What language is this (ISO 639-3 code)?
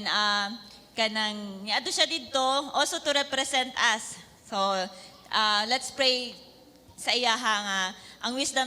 ceb